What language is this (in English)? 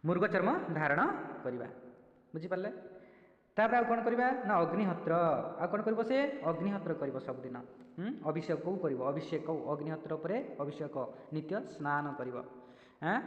Odia